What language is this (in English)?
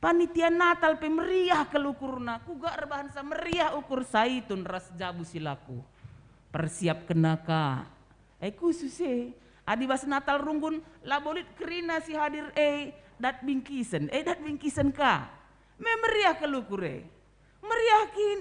Batak Karo